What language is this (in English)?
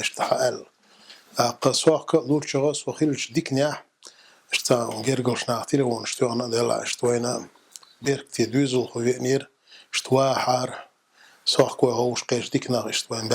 Chechen